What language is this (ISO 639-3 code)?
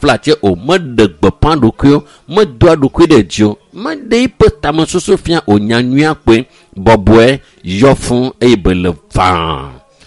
ewe